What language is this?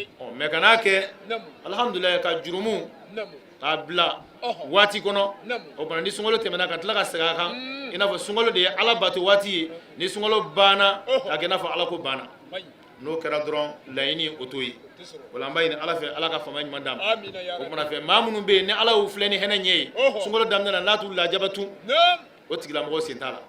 Bambara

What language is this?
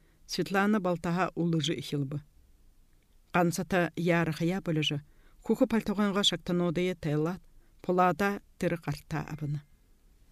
Buriat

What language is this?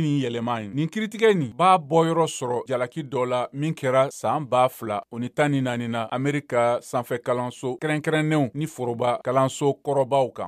Bambara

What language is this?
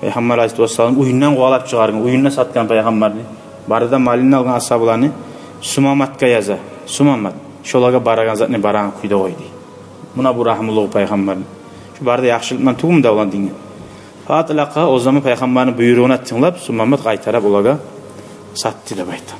Kumyk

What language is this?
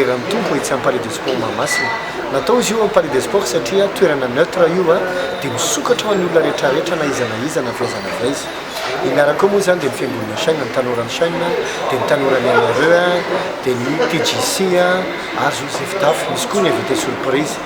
Malagasy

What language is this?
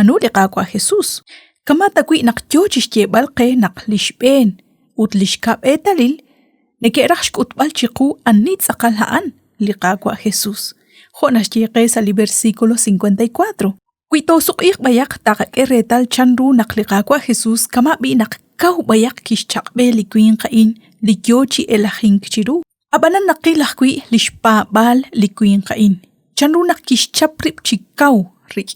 Kekchí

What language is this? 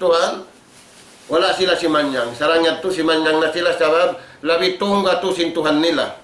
Tausug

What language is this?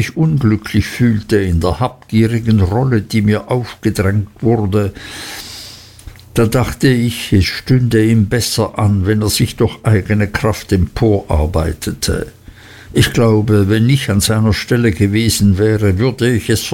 German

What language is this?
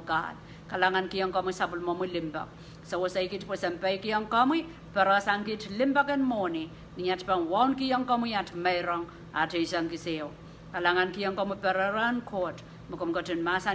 Pohnpeian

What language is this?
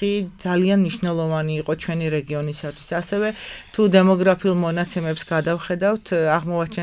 Georgian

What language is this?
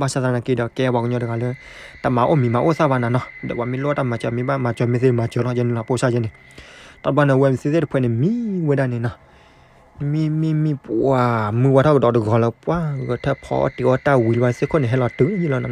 S'gaw Karen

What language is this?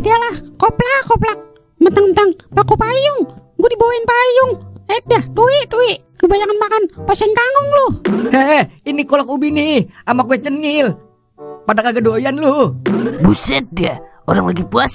Betawi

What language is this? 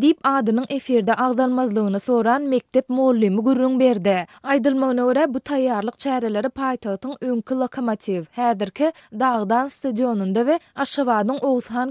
Turkmen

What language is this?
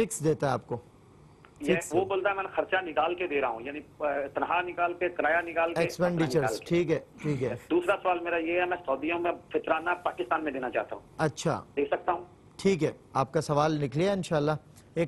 Urdu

